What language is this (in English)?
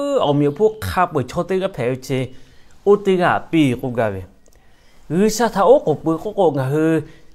Lahu